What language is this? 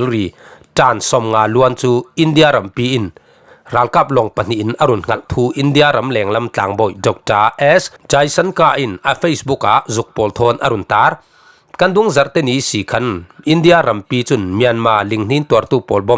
Falam Chin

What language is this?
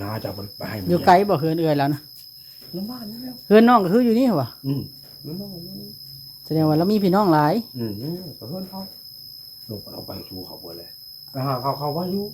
Northeastern Thai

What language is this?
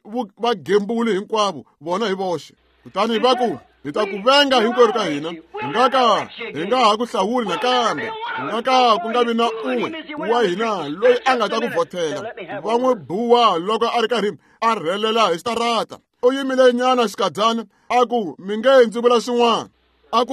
Tsonga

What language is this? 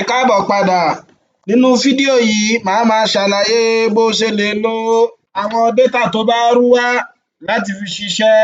Yoruba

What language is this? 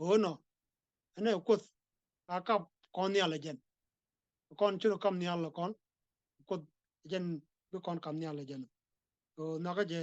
Nuer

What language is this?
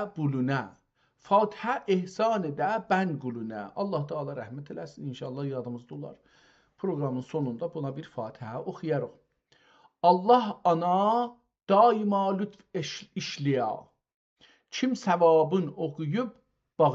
South Azerbaijani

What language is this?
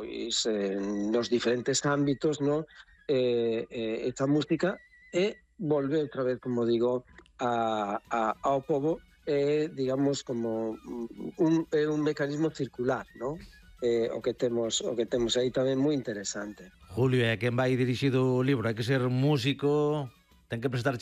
Galician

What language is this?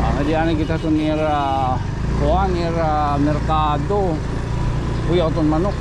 Waray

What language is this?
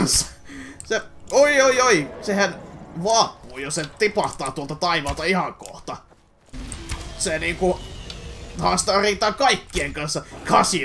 Finnish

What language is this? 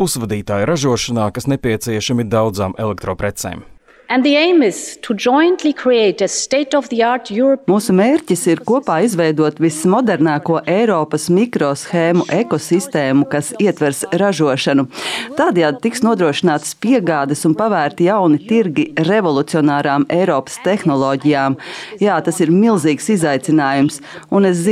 Latvian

